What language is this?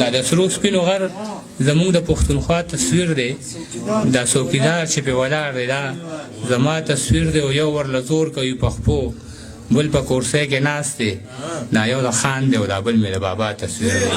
Pashto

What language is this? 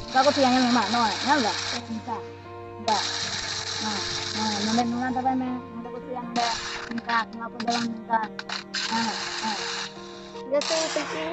Santali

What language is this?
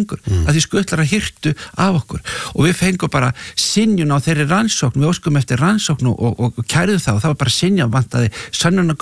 Icelandic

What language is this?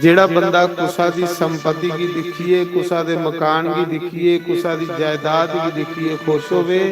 Dogri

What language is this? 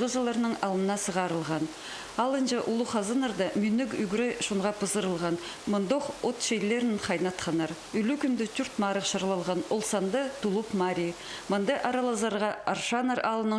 Khakas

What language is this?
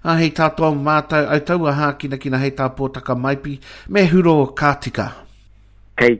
Māori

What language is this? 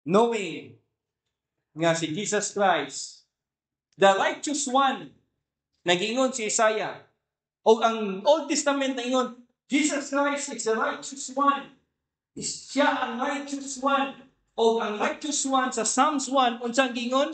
Cebuano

